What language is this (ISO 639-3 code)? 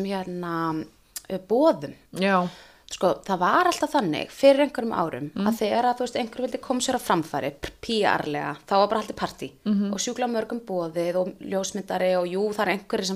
isl